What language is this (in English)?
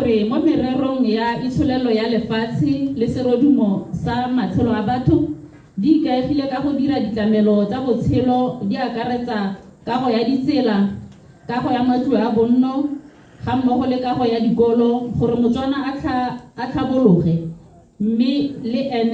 Tswana